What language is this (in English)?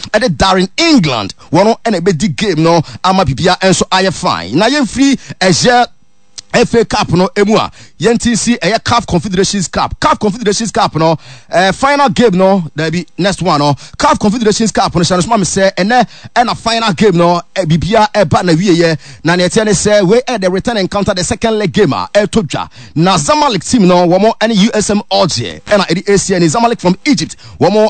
Akan